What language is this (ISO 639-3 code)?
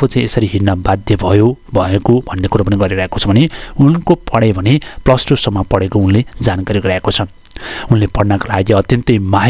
nep